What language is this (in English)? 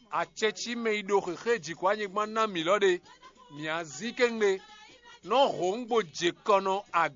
Fon